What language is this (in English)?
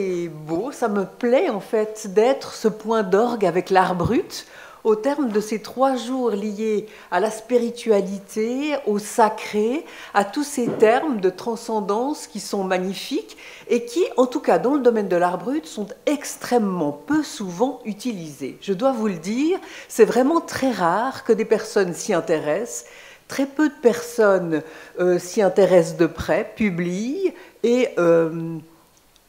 French